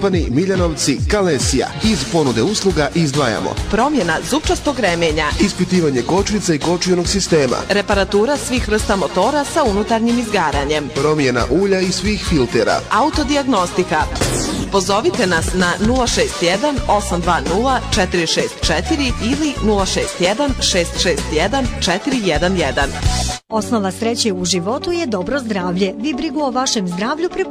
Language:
Bosnian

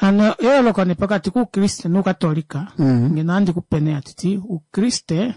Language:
Kuanyama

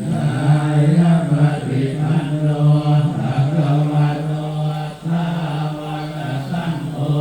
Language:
Pali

